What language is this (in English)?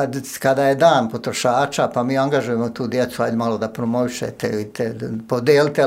Serbian